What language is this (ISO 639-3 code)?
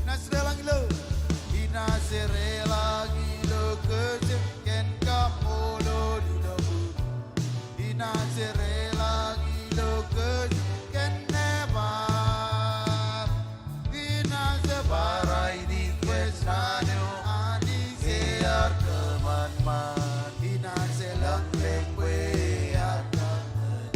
mah